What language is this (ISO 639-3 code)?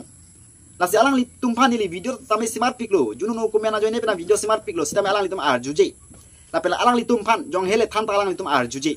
mjw